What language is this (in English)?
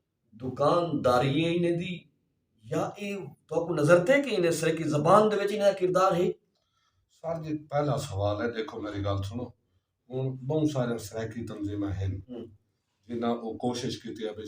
Saraiki